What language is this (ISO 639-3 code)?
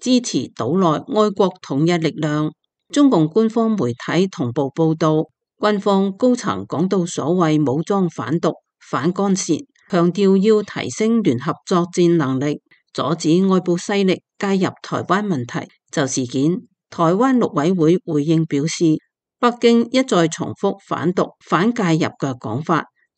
yue